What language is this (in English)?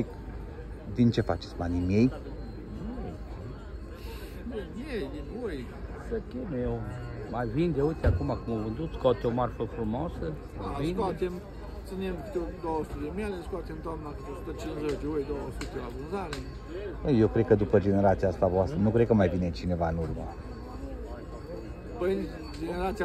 Romanian